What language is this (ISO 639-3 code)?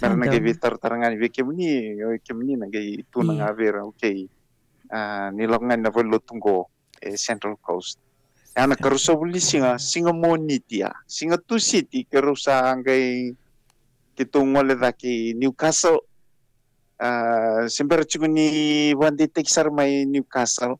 fij